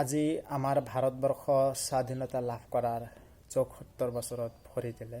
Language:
Assamese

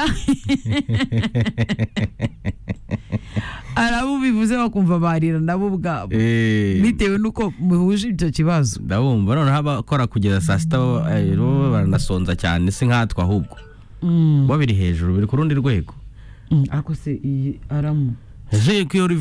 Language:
Kinyarwanda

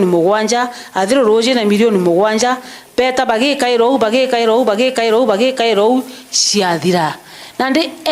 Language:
Meru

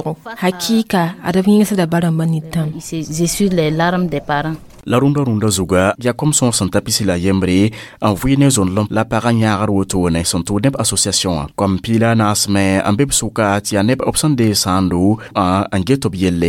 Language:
Mossi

